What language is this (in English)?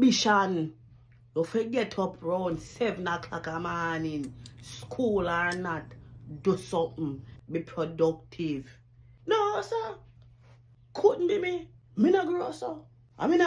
Jamaican Creole English